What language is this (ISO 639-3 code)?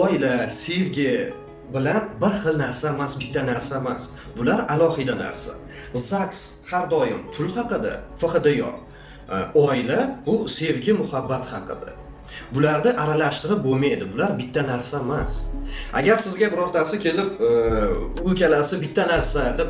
uzb